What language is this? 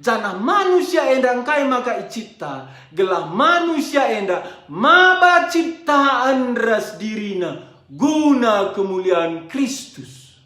Batak Karo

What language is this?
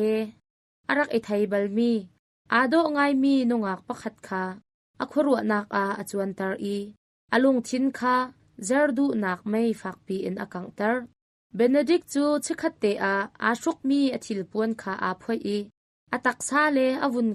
Hakha Chin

